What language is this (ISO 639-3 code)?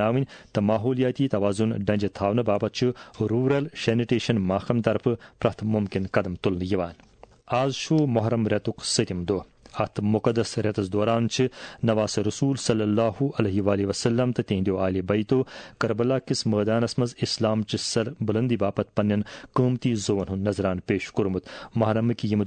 kas